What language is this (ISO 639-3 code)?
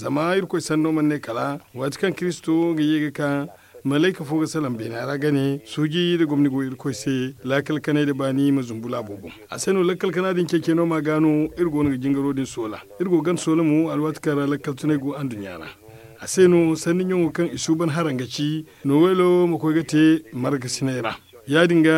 dje